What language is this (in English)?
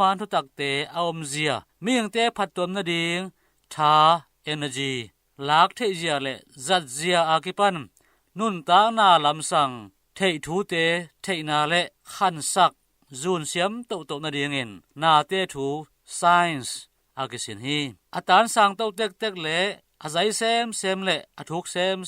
Tedim Chin